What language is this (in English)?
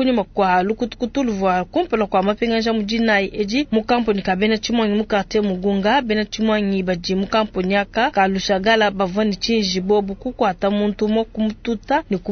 Luba-Lulua